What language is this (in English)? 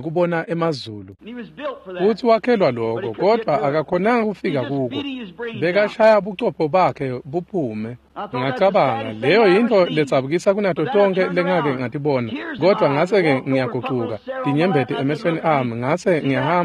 Swati